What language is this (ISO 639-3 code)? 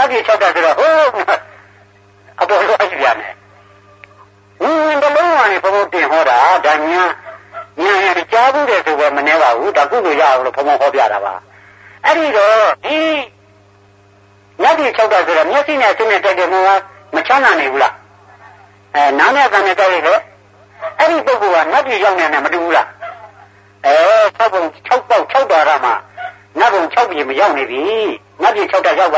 mya